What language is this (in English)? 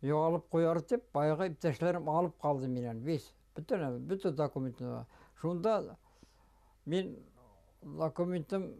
Bashkir